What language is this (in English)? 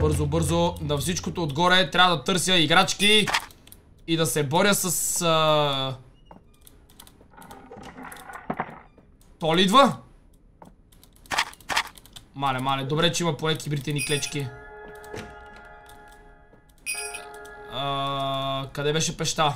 Bulgarian